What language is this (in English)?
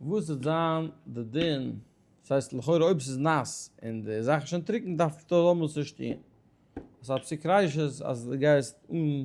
Yiddish